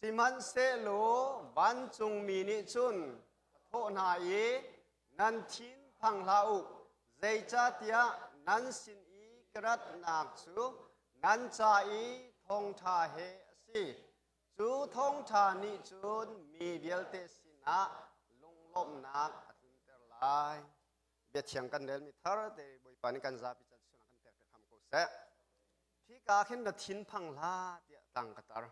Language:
Hakha Chin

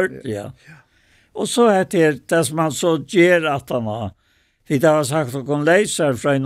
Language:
Faroese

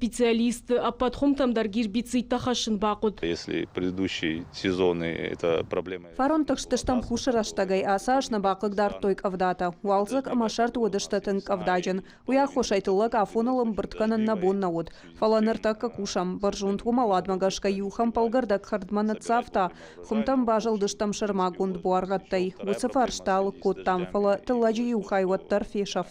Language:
Ossetic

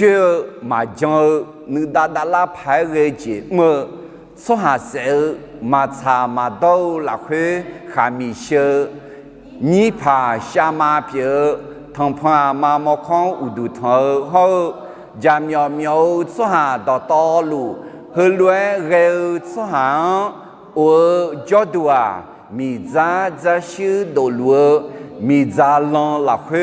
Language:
Akha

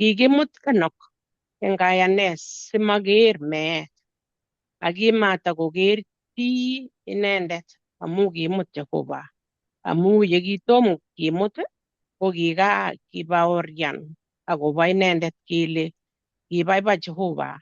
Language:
Kalenjin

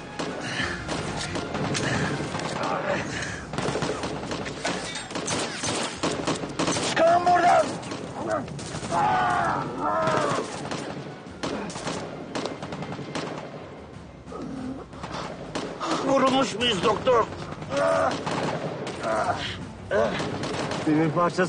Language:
Turkish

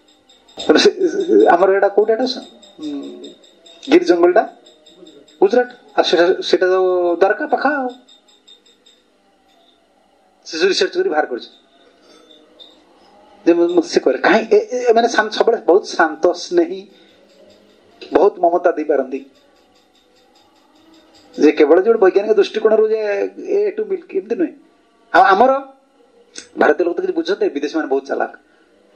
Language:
Odia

